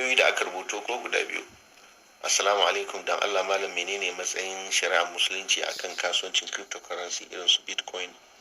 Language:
Hausa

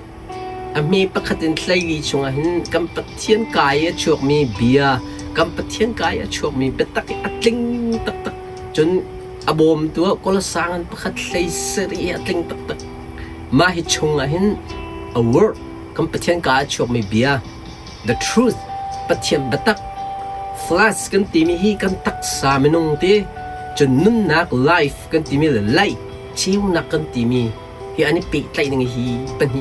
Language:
Hakha Chin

